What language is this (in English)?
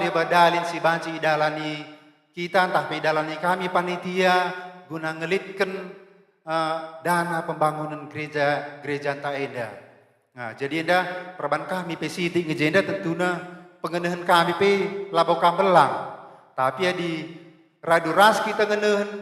Batak Karo